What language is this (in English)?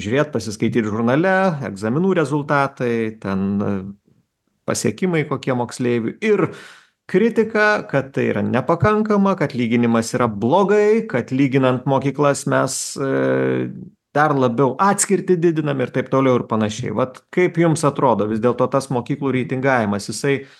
Lithuanian